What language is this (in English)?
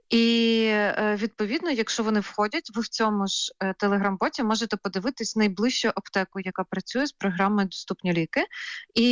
Ukrainian